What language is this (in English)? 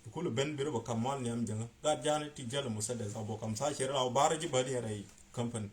Nuer